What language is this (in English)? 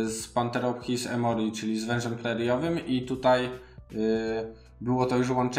Polish